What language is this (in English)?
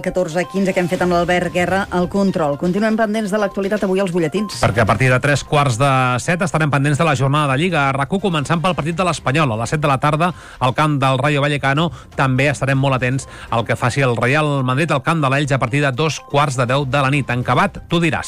Catalan